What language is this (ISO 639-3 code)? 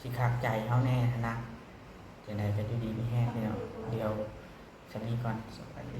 lao